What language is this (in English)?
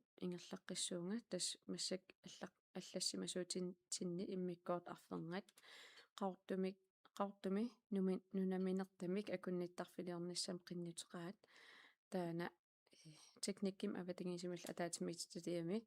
Kalaallisut